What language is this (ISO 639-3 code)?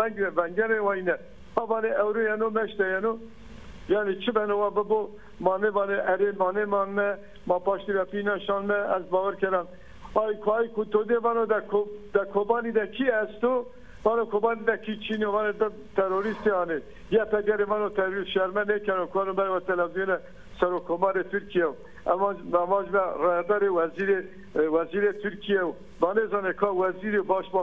zza